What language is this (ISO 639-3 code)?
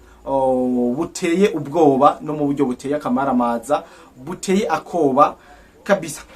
run